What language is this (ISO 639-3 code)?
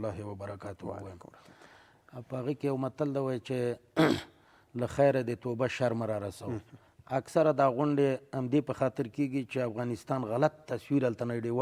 pus